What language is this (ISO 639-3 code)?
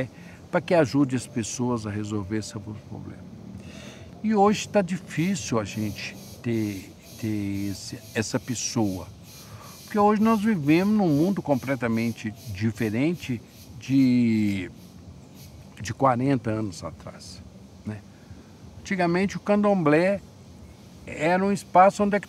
por